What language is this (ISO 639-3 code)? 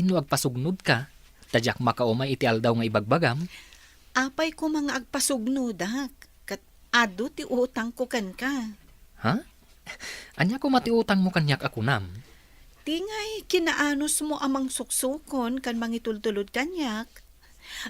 ilo